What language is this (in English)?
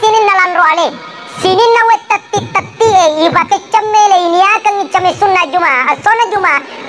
Buginese